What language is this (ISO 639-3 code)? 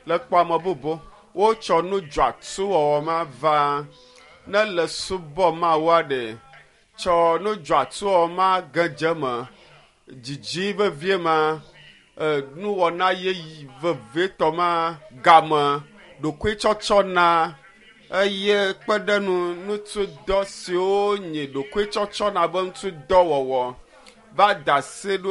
ewe